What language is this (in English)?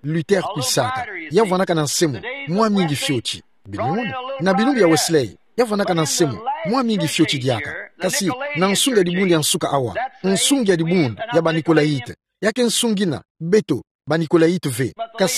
Kituba (Democratic Republic of Congo)